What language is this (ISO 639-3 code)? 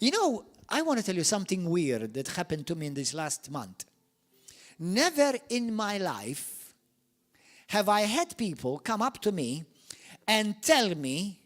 eng